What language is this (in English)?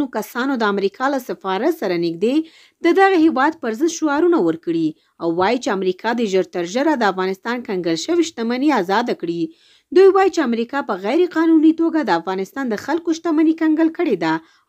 Pashto